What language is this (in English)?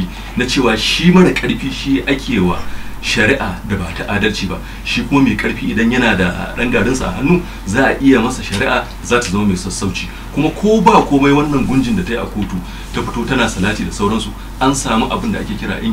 Hausa